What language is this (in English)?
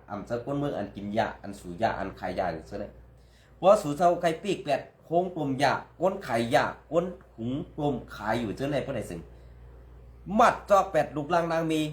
Shan